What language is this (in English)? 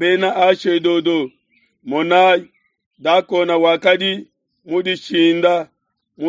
Luba-Lulua